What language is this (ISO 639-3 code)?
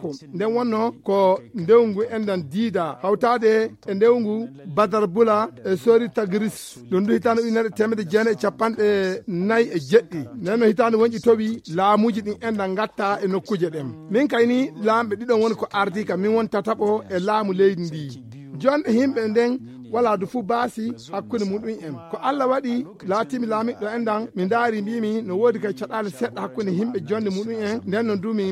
ful